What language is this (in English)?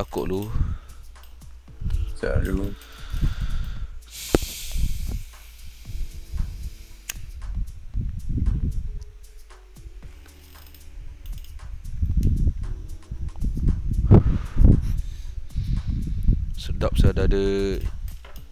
Malay